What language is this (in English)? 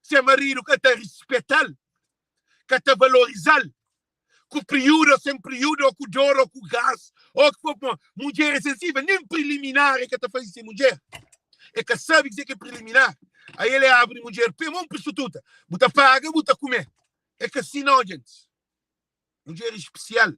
Kabuverdianu